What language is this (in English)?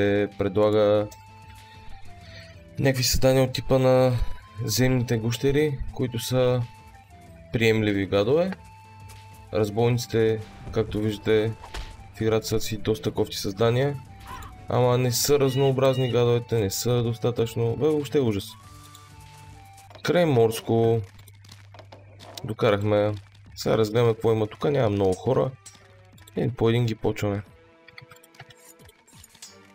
Bulgarian